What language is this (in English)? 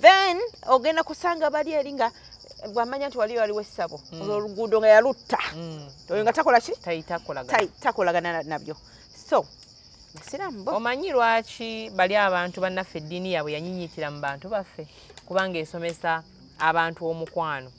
Ganda